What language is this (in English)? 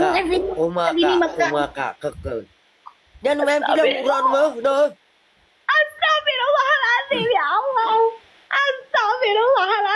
Achinese